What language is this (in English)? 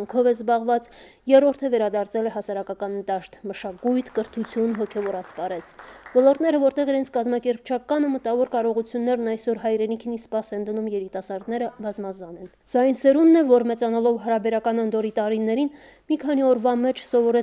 Armenian